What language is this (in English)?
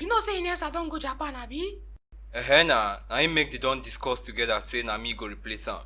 Nigerian Pidgin